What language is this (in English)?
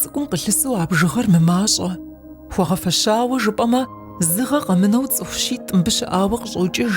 Kabardian